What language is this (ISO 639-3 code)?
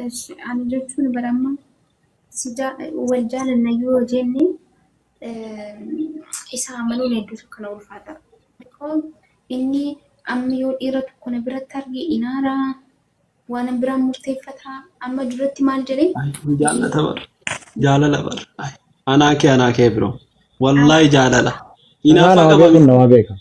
orm